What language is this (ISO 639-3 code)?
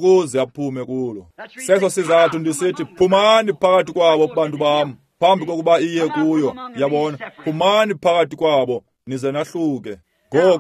xho